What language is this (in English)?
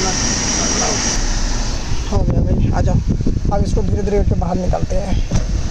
Hindi